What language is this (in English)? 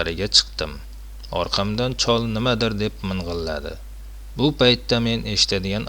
Uzbek